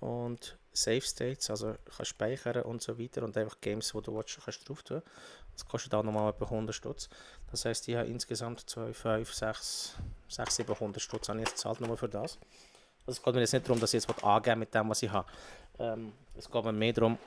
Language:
Swiss German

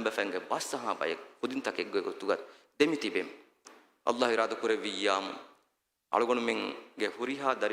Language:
Divehi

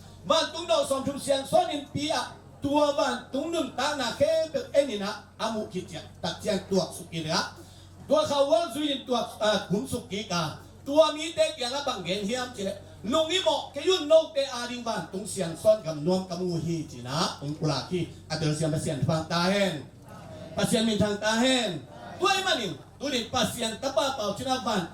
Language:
Tedim Chin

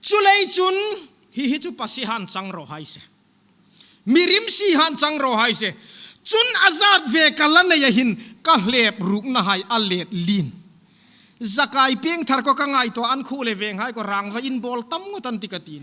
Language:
Hmar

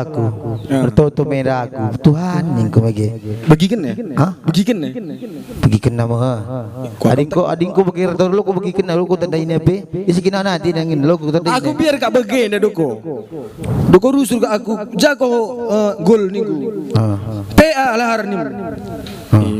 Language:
Batak Karo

